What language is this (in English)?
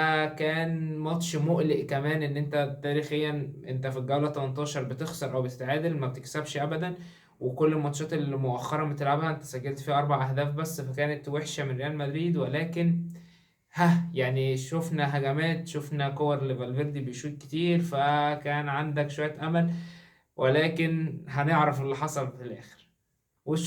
Egyptian Arabic